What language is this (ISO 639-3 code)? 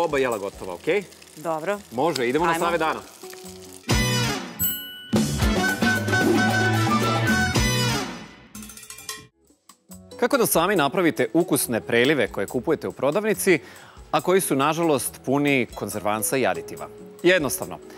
srp